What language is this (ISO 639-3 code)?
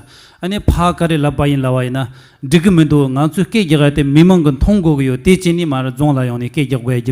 bod